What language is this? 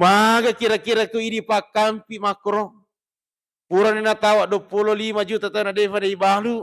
Buginese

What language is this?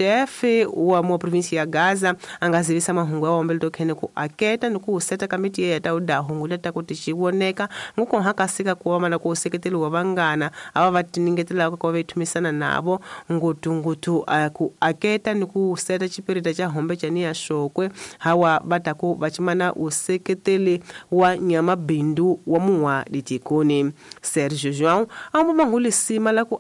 Tsonga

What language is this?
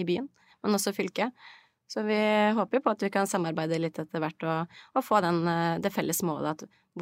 Norwegian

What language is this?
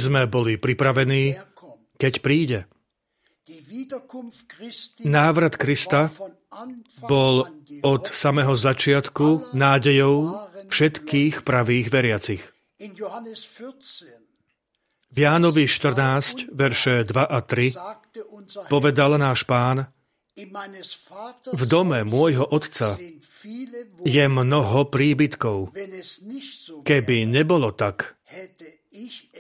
Slovak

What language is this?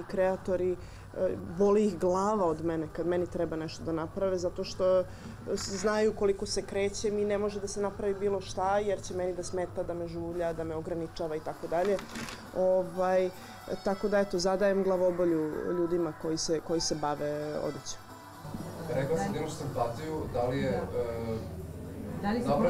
Serbian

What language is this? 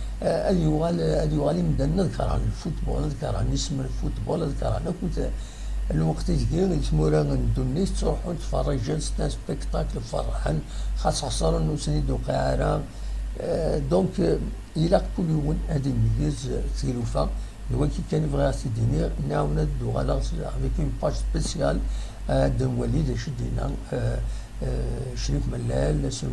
Kabyle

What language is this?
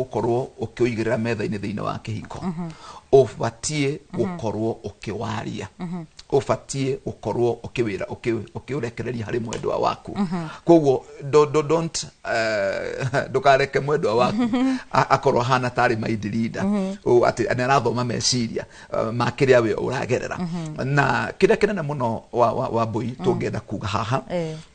Kikuyu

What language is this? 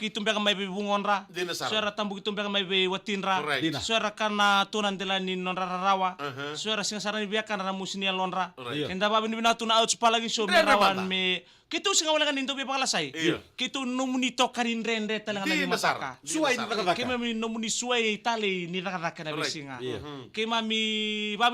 Fijian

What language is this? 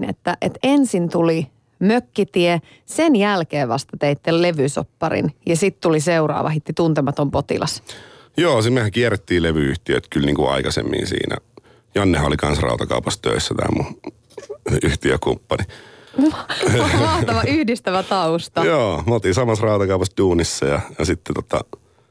Finnish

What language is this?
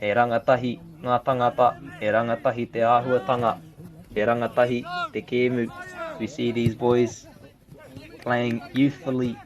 Māori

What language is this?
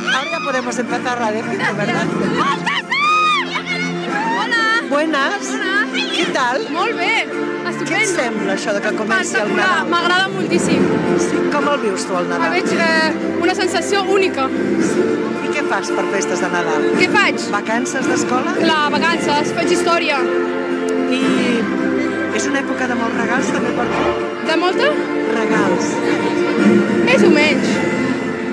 Catalan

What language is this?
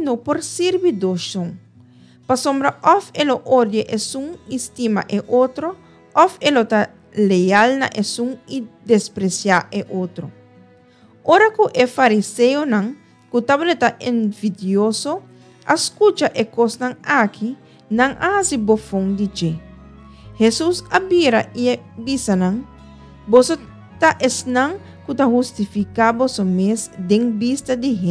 Papiamento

